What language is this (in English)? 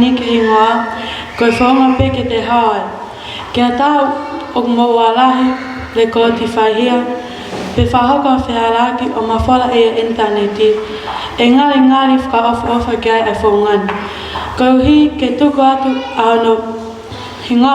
Tongan